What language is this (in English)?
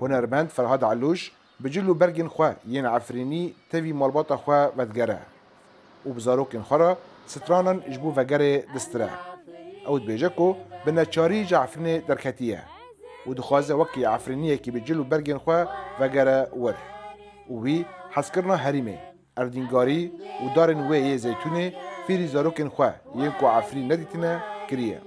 Kurdish